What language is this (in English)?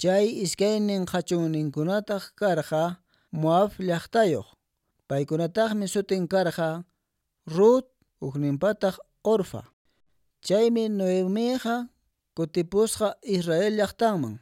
Quechua